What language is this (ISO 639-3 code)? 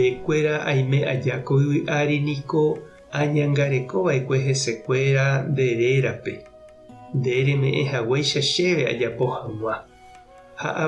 grn